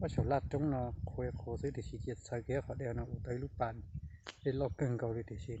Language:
Hmong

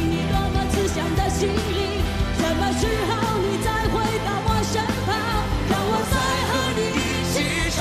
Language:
Chinese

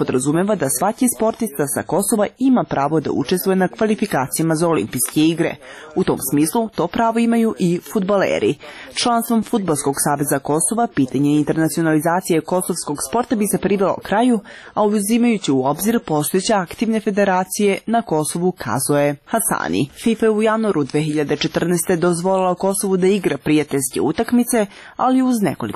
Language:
Serbian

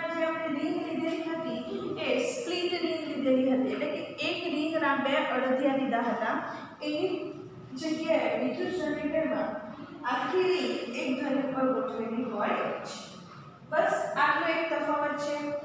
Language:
Gujarati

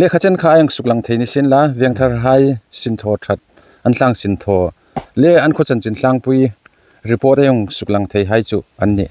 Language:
Hmar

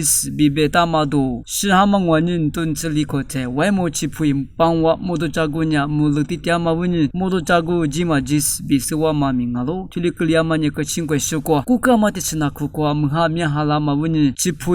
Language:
Lisu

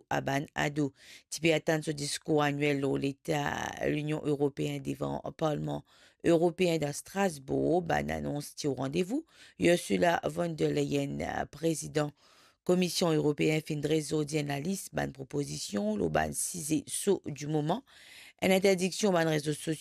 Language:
Morisyen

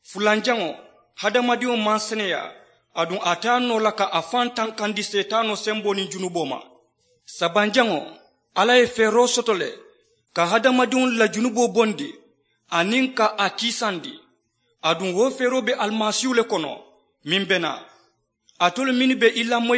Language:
Mandingo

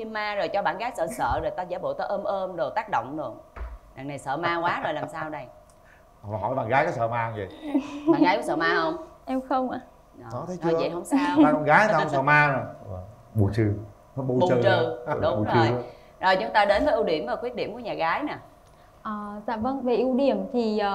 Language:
Vietnamese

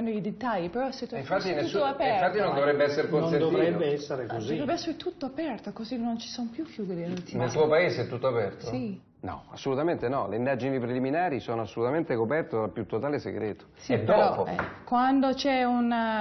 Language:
Italian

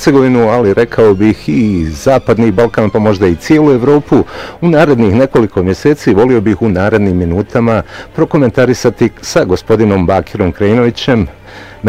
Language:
Bosnian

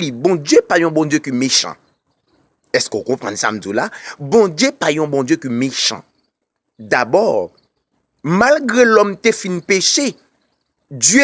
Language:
Haitian Creole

